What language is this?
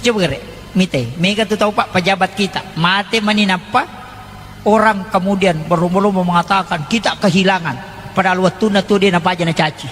Buginese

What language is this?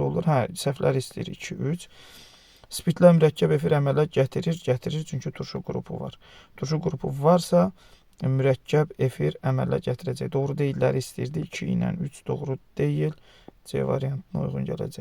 Azerbaijani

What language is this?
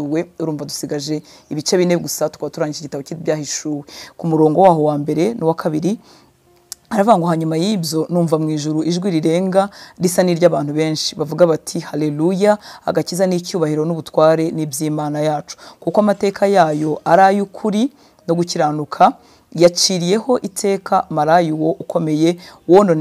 Kinyarwanda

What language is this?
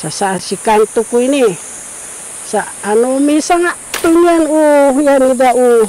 Sakizaya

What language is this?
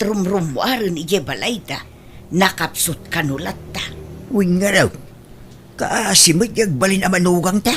Iloko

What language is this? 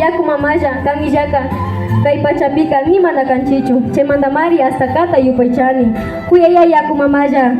Imbabura Highland Quichua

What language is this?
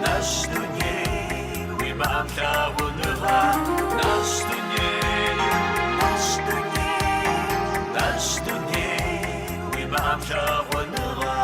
Kabardian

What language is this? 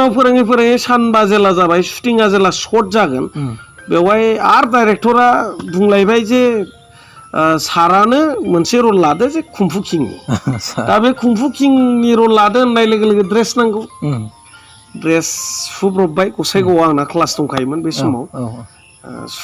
Bodo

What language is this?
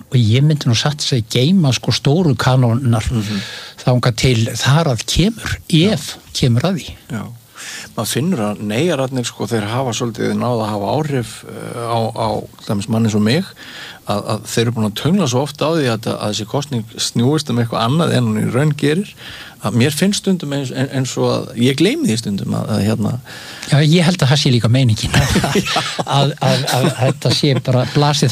Icelandic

